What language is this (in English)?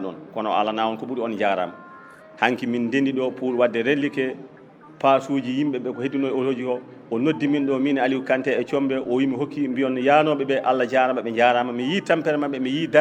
Fula